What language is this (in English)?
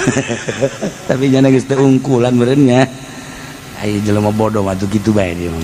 Sundanese